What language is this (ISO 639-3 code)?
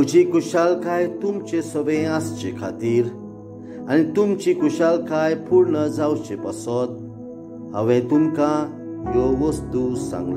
kok